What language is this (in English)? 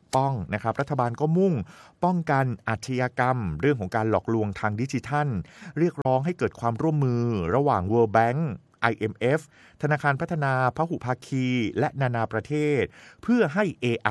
Thai